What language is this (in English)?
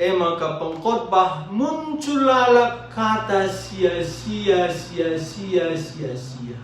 Batak Karo